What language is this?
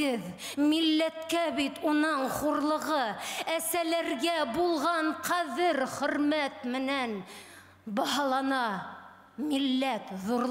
Bashkir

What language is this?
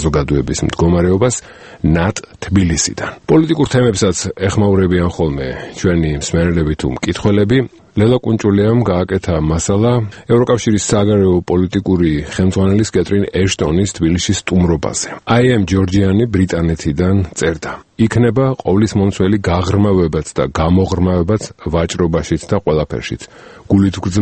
Georgian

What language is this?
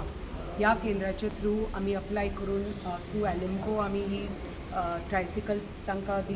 Konkani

